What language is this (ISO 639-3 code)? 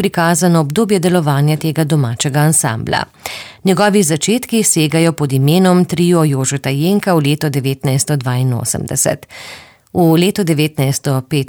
slv